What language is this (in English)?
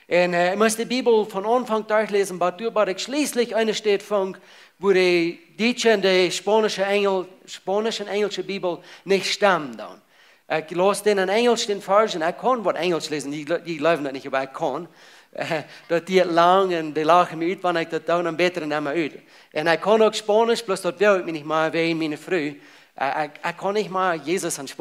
Plautdietsch